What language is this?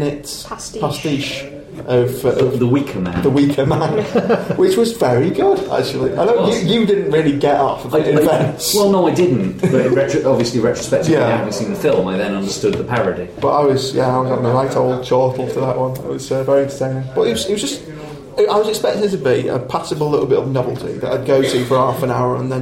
English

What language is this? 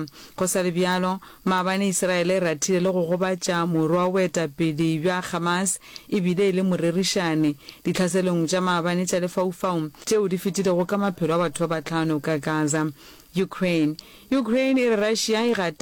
Northern Sotho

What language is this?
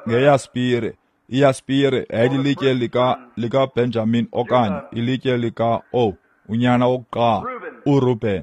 Xhosa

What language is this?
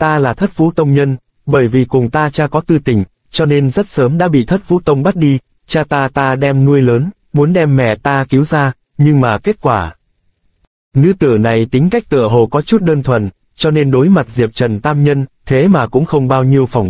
Vietnamese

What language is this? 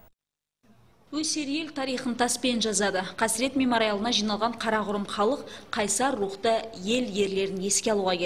Kazakh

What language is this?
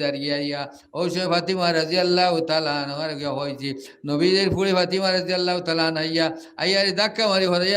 Sylheti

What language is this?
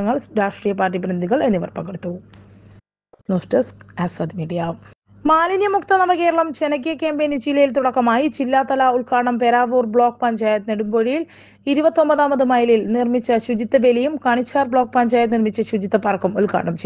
Malayalam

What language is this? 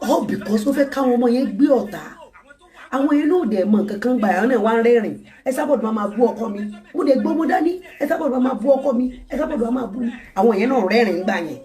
Yoruba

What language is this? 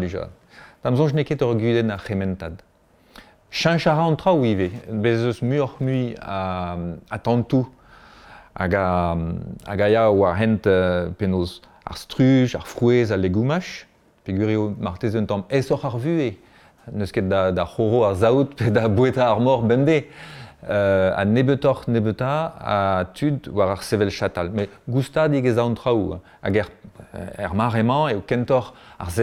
Breton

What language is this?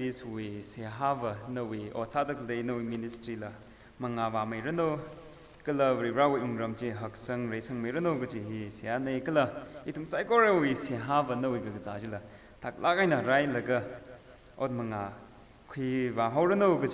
Tangkhul Naga (India)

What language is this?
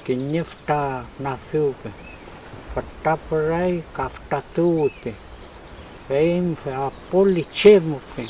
Mapuche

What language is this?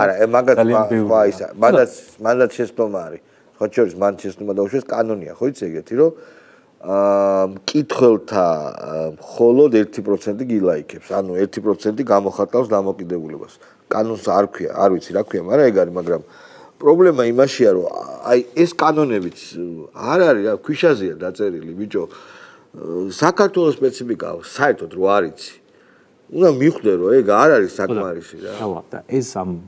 Georgian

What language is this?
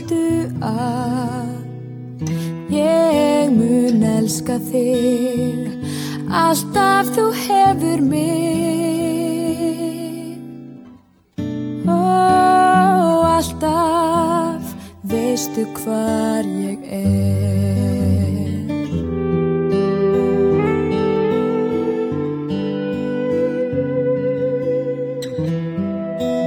Icelandic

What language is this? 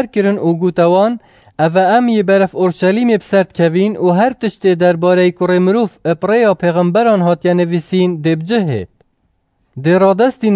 Kurdish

